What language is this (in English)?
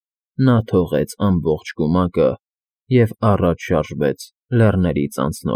Armenian